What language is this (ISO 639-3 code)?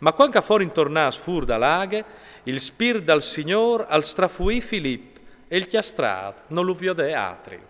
fur